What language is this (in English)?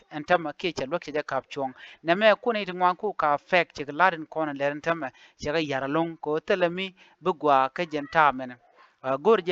Nuer